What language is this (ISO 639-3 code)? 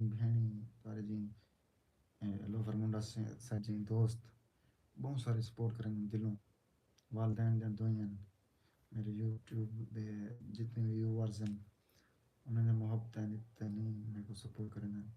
skr